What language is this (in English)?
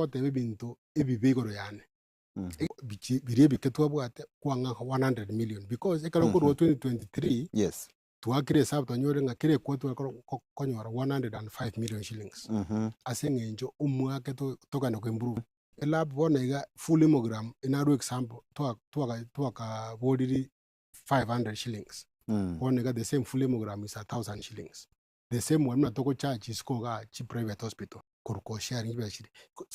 Gusii